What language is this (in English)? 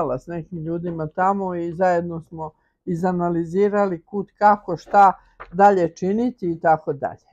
Serbian